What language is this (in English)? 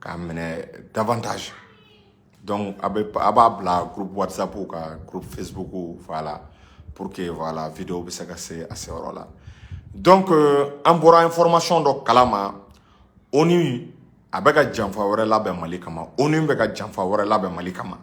Bambara